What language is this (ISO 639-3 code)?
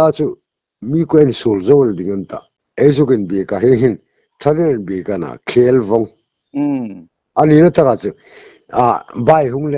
hmr